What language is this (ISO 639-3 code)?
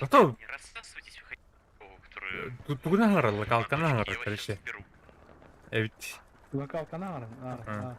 sah